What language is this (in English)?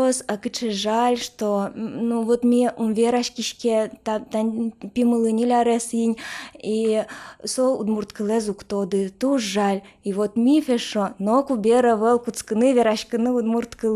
Udmurt